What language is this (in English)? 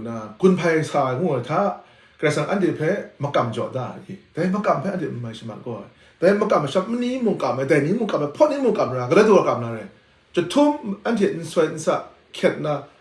Kachin